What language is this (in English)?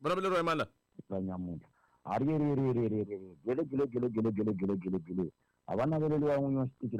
Tsonga